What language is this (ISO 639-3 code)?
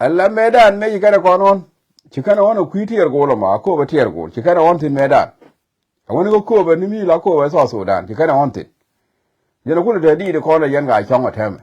nus